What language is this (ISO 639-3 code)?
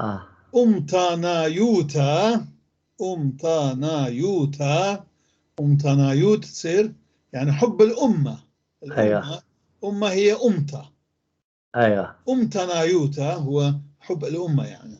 apc